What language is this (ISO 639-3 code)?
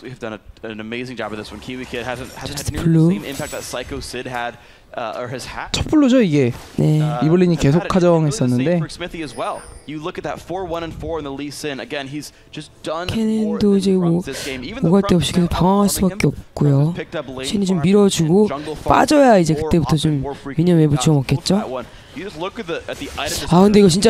kor